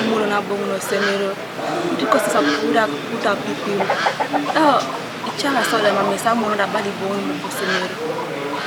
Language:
Teso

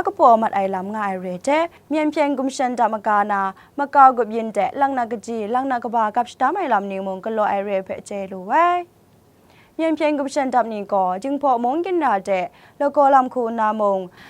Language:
Kachin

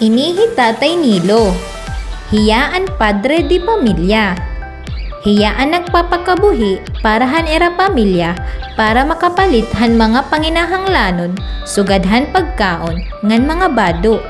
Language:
Waray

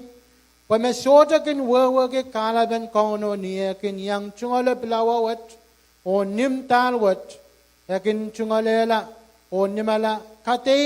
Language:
Pohnpeian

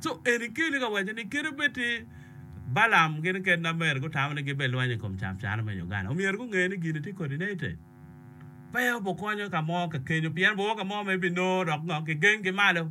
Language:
Acoli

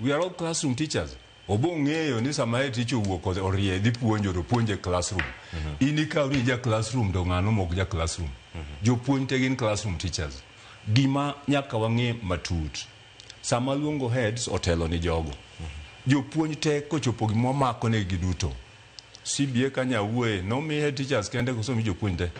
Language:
Luo (Kenya and Tanzania)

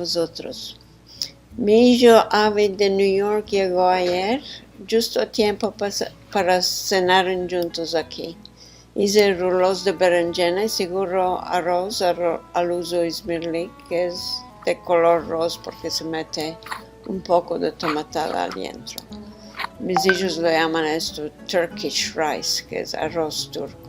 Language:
Ladino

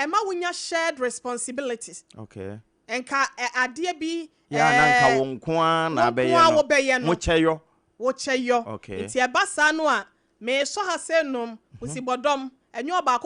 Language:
Akan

